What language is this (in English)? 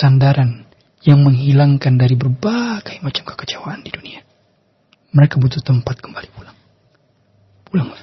Indonesian